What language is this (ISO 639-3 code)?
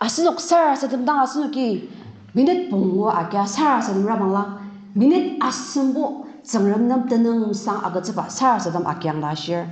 njo